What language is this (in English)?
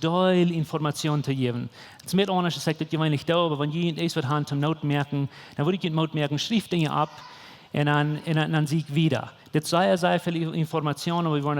Plautdietsch